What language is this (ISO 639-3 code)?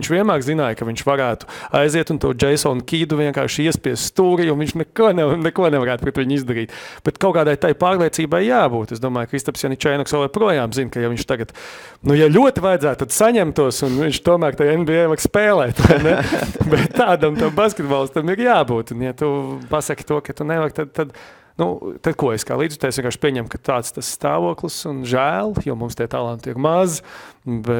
lav